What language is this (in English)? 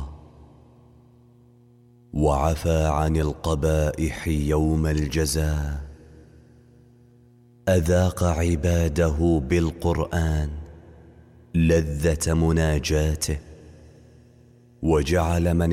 Arabic